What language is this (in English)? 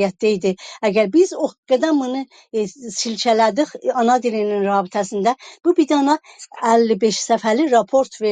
South Azerbaijani